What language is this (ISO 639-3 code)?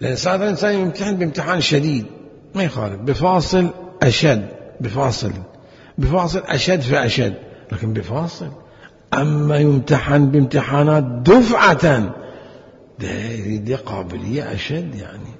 acm